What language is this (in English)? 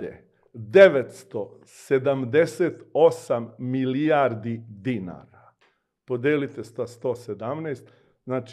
Serbian